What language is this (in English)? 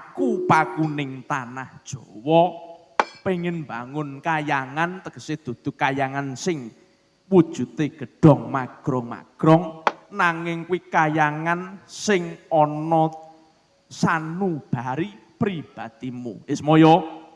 Javanese